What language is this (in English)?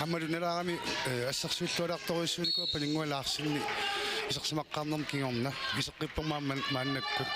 Kalaallisut